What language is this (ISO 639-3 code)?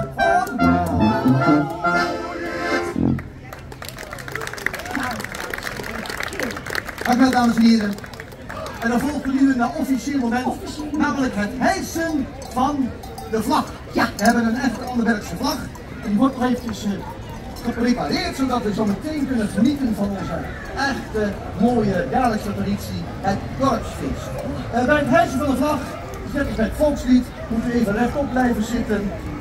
nld